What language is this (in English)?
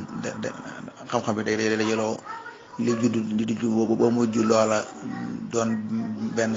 Wolof